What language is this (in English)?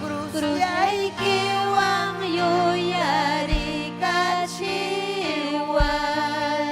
Ayacucho Quechua